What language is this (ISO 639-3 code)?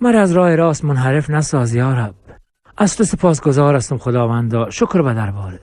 fas